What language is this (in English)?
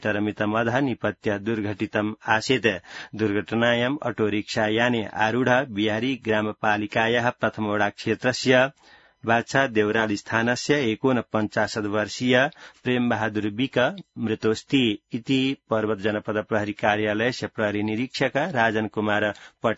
Sanskrit